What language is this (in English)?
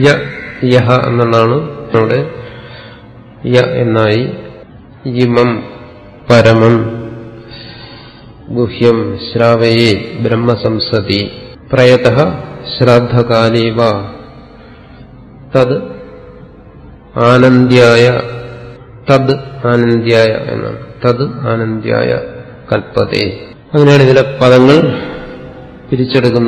Malayalam